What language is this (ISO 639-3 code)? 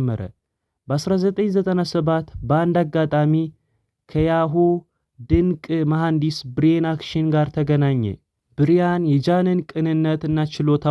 amh